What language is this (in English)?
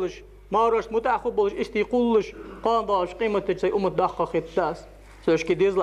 Ingush